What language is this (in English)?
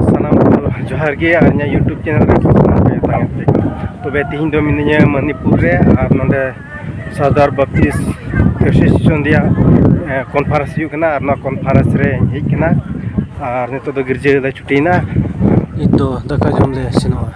Santali